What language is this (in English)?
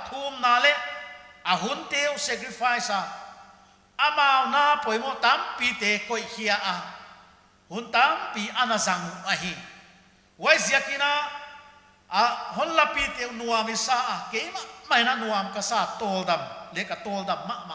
Paite Chin